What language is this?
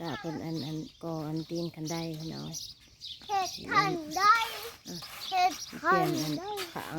Northeastern Thai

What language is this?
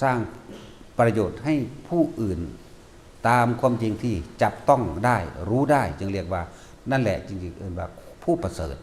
Lao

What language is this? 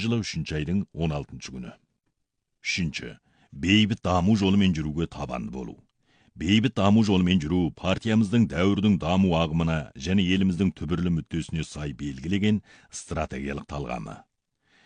Kazakh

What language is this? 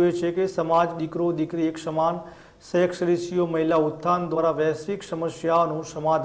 Gujarati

